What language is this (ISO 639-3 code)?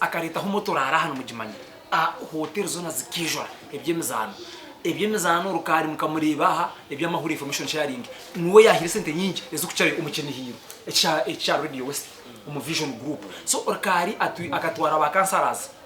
nyn